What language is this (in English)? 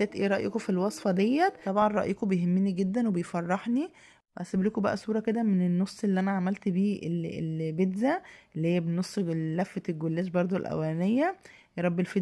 Egyptian Arabic